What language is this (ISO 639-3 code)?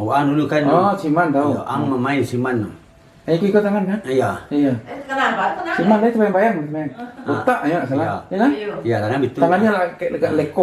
min